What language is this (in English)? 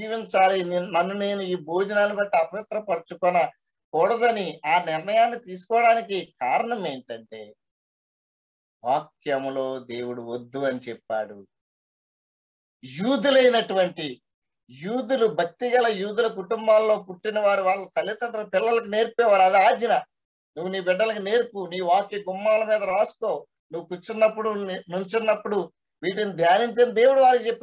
Telugu